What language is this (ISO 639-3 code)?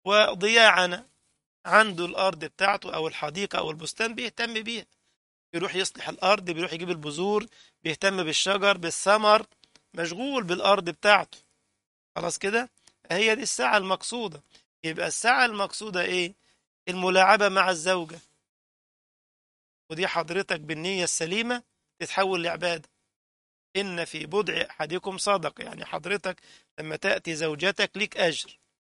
arz